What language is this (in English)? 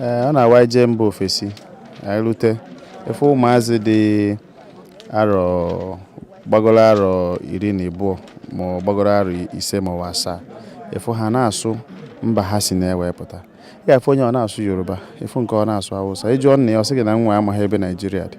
Igbo